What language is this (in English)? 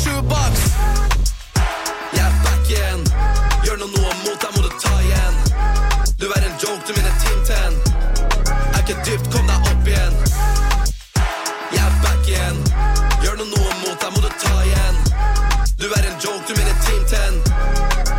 Norwegian